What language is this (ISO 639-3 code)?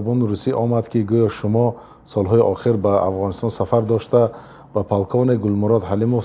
tgk